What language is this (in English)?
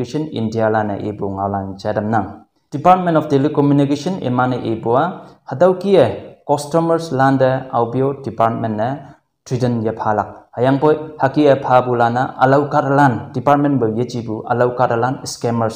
Konyak Naga